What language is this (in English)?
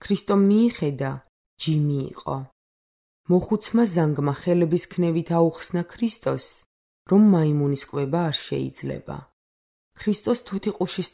Georgian